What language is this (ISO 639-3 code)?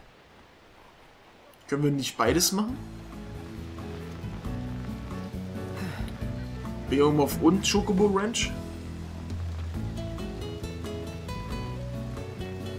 deu